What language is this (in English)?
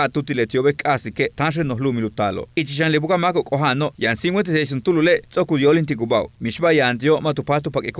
Yucateco